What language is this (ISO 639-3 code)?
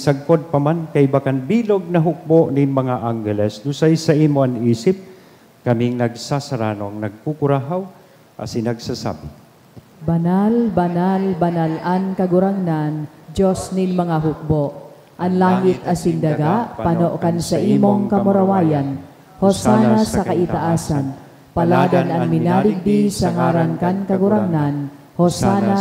bik